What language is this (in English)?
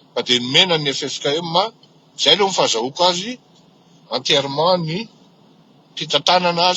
Malagasy